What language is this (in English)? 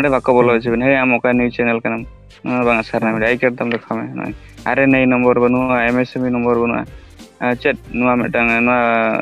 Santali